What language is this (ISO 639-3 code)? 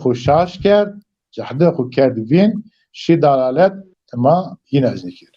zza